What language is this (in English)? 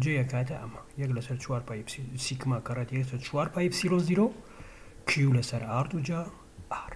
Central Kurdish